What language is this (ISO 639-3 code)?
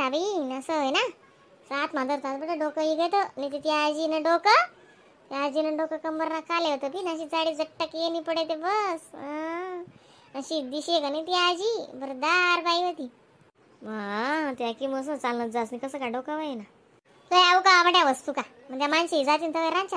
khn